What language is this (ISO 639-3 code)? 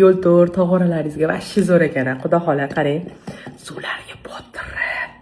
uzb